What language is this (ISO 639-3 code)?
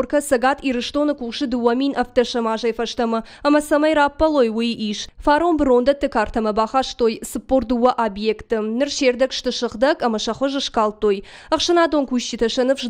oss